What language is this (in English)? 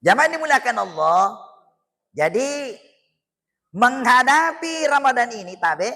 Buginese